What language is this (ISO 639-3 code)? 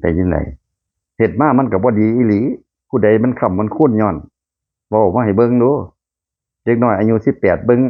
lao